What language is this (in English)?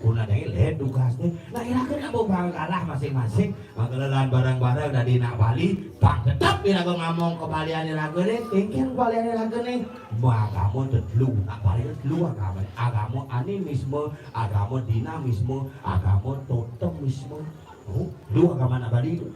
Balinese